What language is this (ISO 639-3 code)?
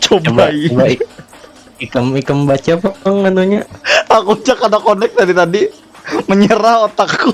bjn